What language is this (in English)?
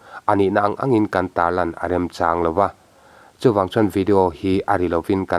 Mizo